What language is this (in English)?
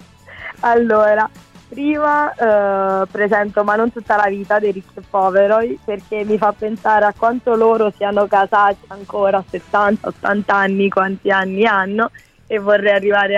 Italian